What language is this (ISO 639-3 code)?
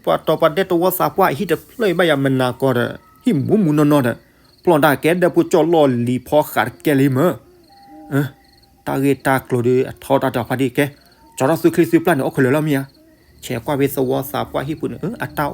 ksw